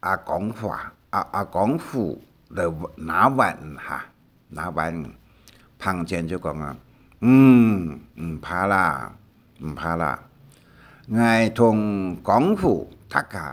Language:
Hakka Chinese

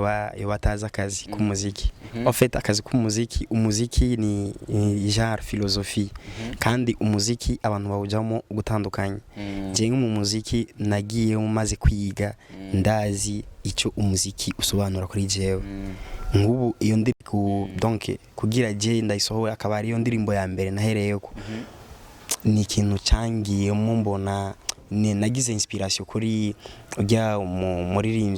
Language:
Rundi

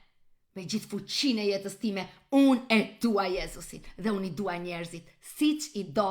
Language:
Albanian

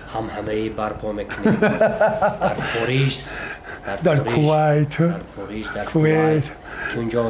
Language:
Tajik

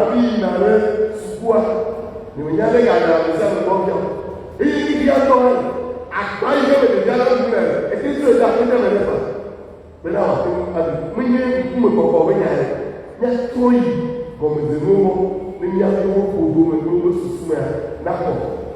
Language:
Ewe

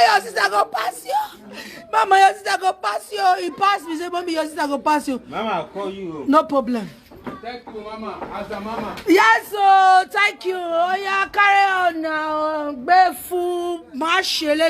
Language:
Nigerian Pidgin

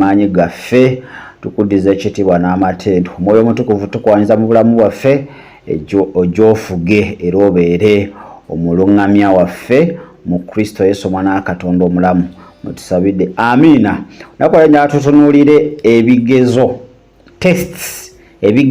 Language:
Ganda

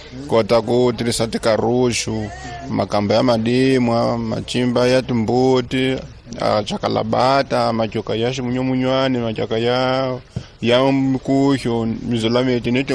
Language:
Tsonga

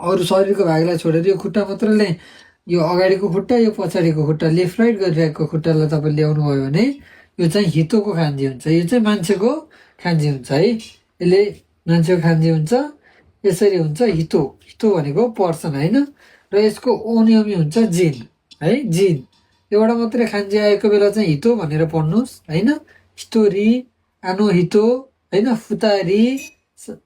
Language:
Nepali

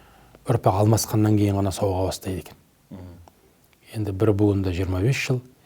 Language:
Kazakh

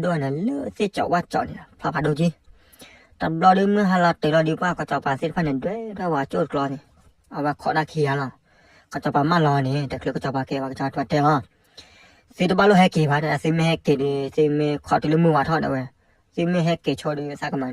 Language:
S'gaw Karen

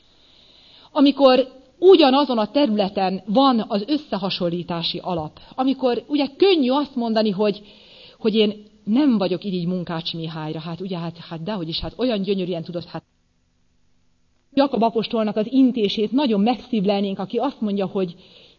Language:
Hungarian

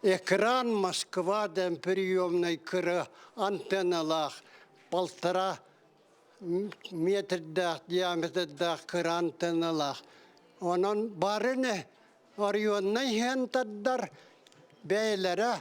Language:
Yakut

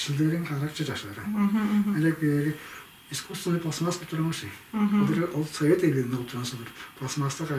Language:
Tuvinian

